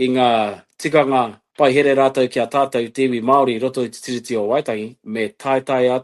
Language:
Māori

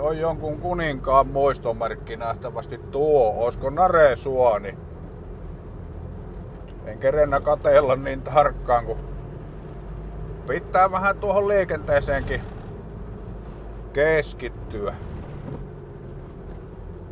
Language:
Finnish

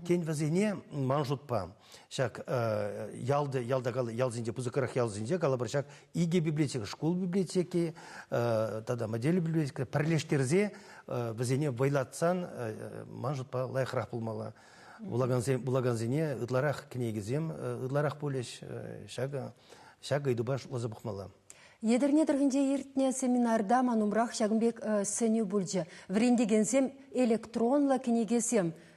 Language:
Chuvash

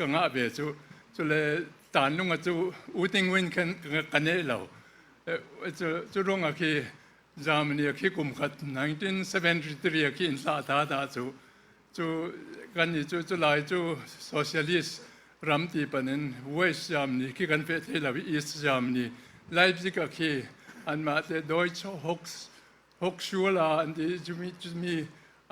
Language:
Falam Chin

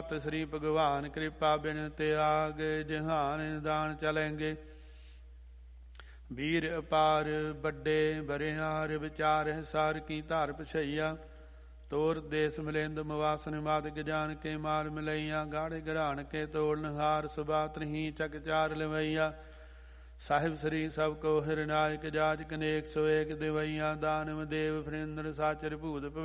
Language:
Punjabi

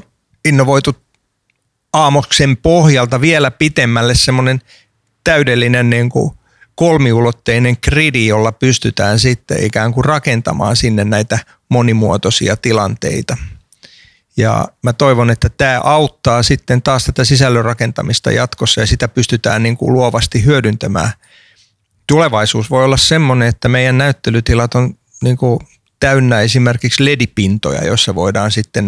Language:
Finnish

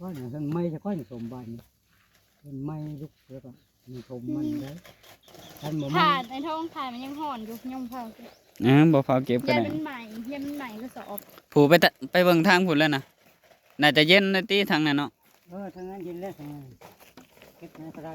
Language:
Northeastern Thai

